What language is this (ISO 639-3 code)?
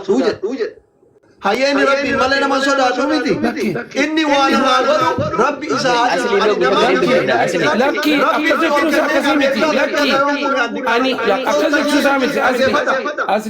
orm